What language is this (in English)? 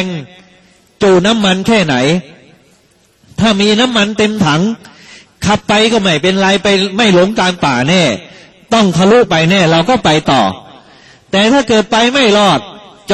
Thai